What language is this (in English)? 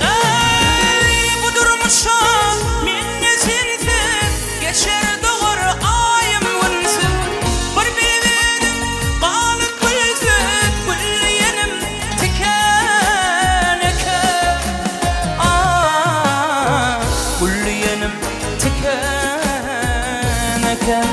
Turkmen